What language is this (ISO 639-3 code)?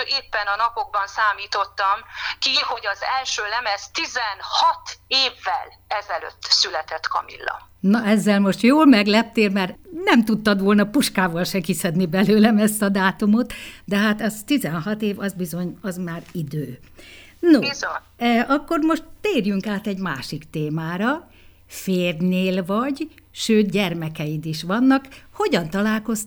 hun